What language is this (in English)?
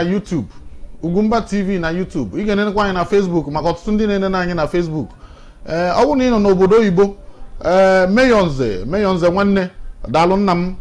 Igbo